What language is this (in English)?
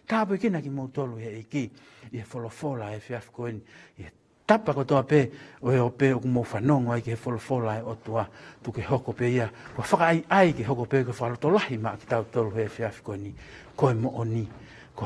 Tongan